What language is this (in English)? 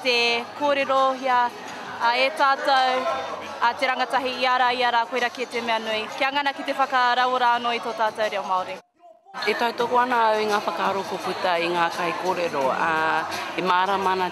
Māori